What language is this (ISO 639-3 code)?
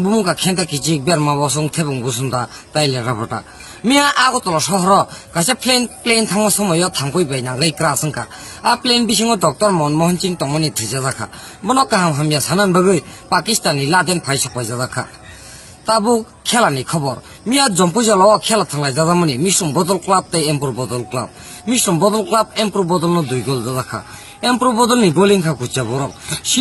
trp